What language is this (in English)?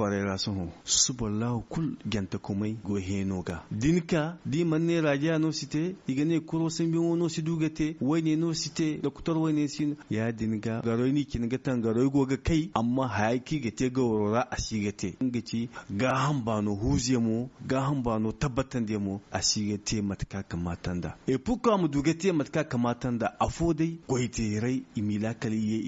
Zarma